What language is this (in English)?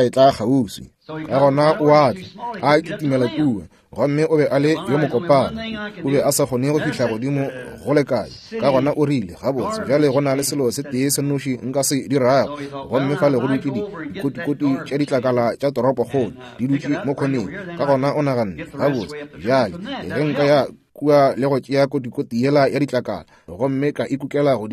Northern Sotho